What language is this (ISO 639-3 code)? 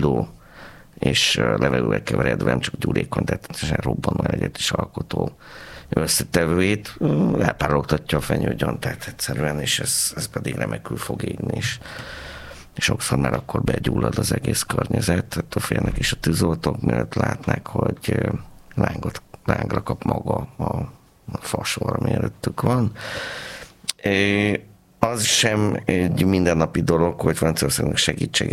hun